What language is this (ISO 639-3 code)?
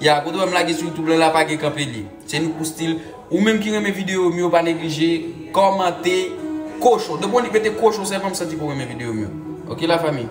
hat